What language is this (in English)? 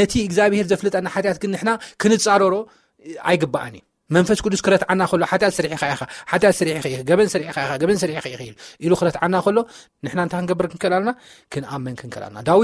Tigrinya